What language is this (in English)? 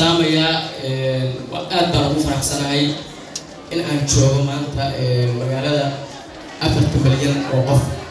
Somali